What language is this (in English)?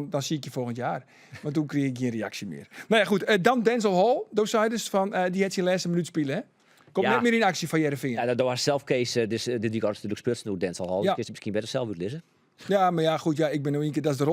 Western Frisian